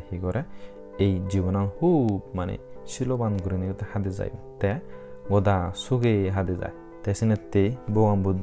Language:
Chakma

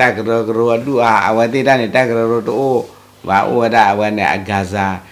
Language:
S'gaw Karen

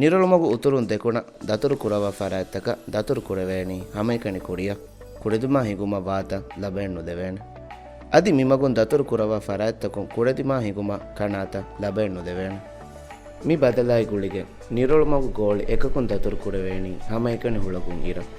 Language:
Divehi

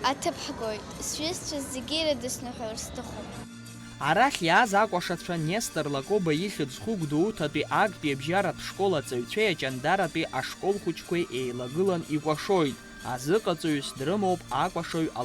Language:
Abkhazian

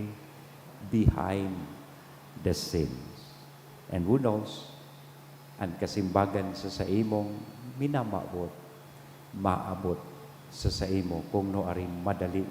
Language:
Bikol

